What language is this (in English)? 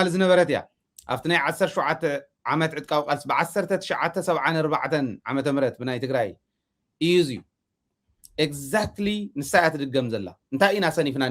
Tigrinya